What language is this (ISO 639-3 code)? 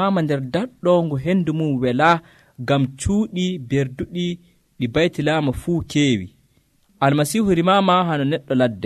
fuv